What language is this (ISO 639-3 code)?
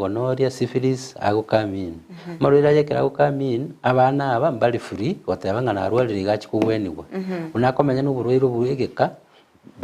guz